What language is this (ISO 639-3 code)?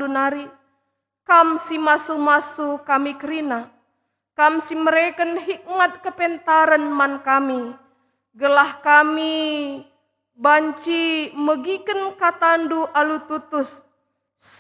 btx